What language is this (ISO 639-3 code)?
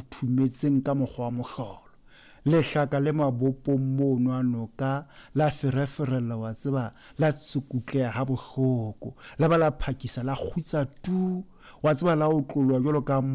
sot